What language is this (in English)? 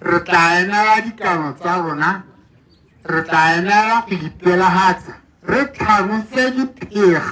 Tswana